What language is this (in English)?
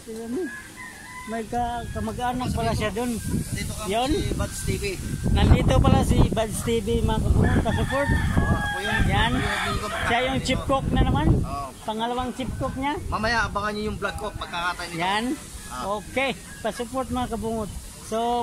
Filipino